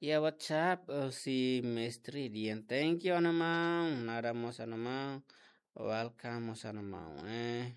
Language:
Tetum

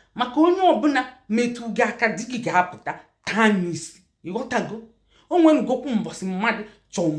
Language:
Igbo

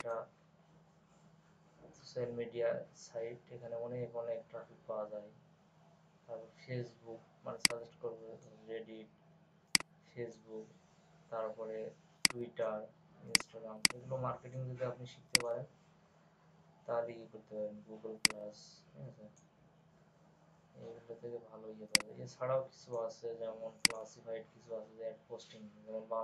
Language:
Bangla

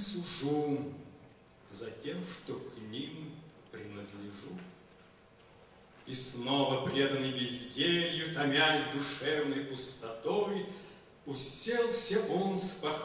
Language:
Russian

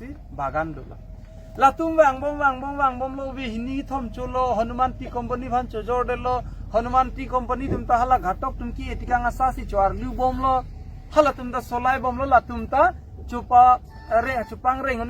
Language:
Karbi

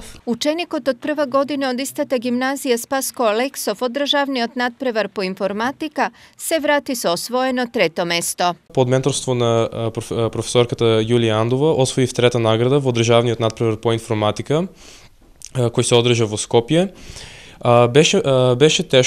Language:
Macedonian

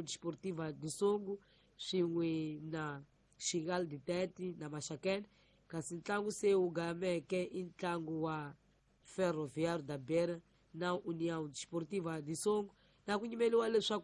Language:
Tsonga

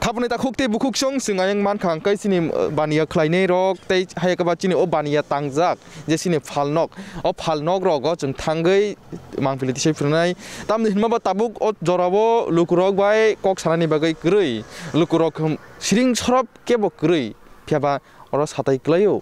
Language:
Kok Borok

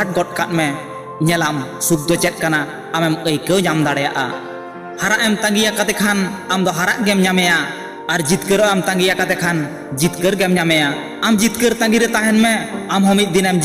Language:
Santali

